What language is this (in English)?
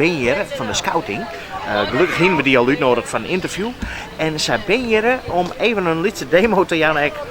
Western Frisian